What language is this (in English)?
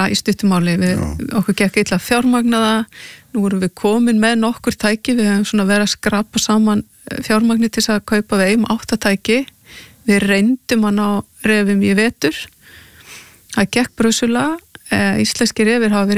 Icelandic